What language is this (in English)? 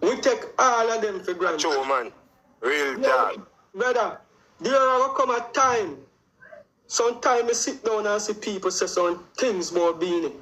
Jamaican Creole English